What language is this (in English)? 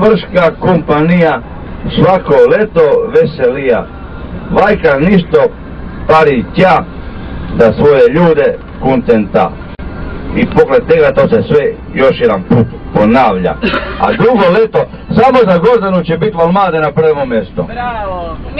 Croatian